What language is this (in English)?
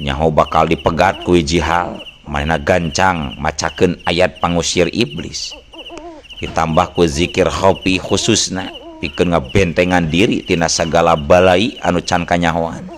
Sundanese